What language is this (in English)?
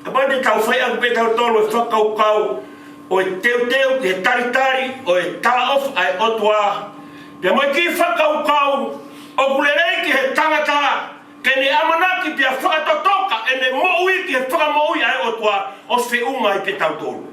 Tongan